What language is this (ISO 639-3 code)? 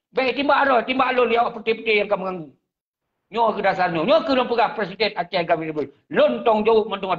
ace